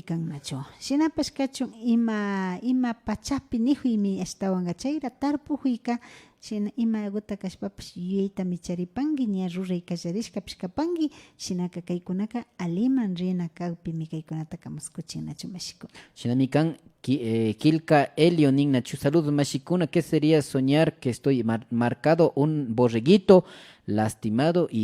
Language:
Imbabura Highland Quichua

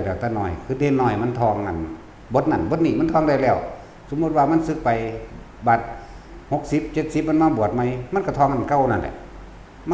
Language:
Lao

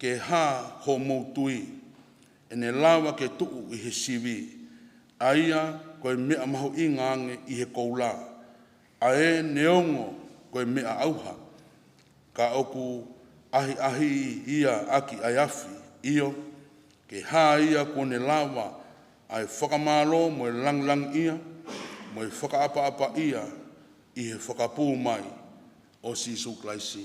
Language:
Tongan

